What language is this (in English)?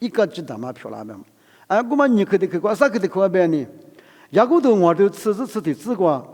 Lisu